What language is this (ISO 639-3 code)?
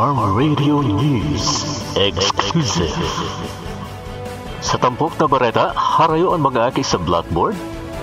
bik